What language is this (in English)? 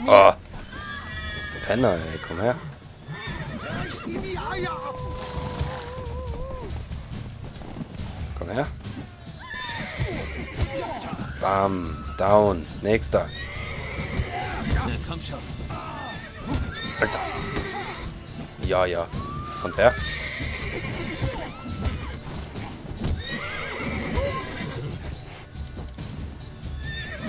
German